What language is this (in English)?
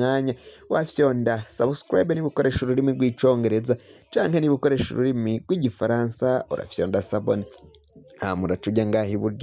Rundi